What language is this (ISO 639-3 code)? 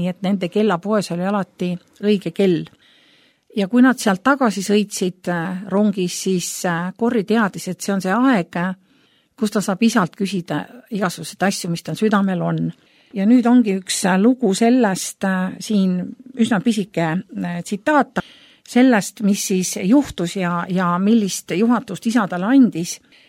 est